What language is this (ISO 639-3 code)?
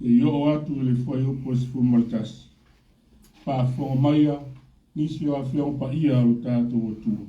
smo